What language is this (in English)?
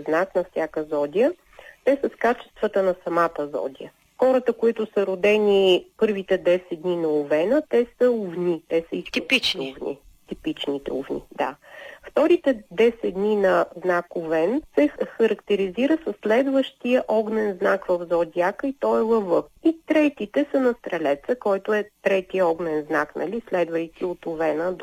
Bulgarian